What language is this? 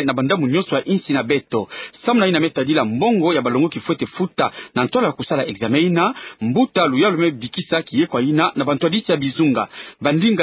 Kituba (Democratic Republic of Congo)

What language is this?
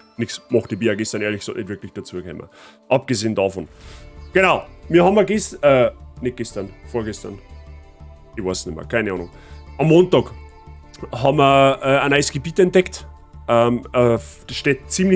Bavarian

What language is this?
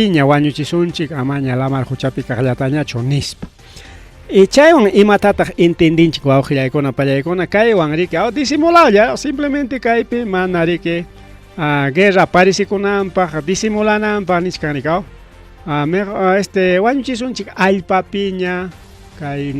Ayacucho Quechua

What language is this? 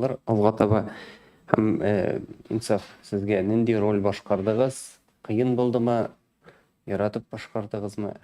Tatar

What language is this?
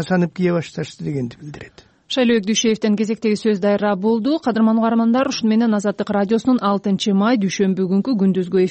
Kyrgyz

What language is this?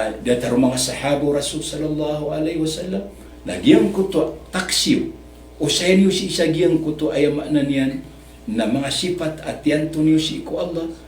Maranao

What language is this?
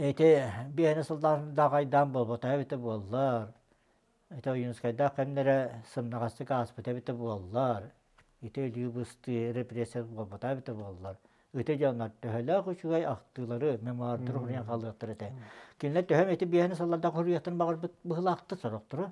Yakut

